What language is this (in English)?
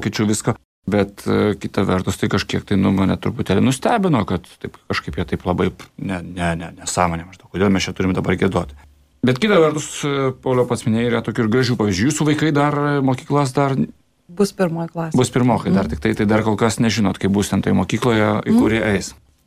Lithuanian